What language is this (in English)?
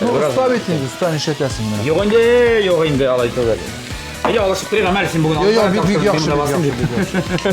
Tatar